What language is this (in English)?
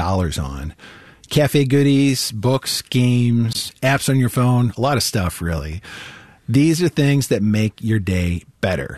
English